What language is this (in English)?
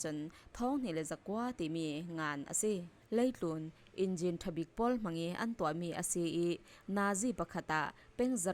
Falam Chin